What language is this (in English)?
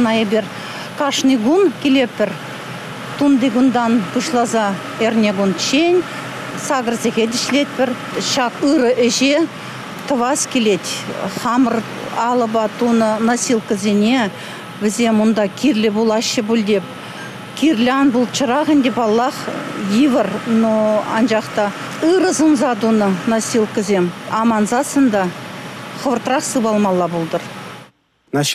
Chuvash